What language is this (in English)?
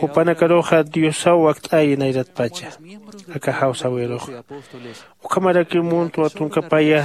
Aymara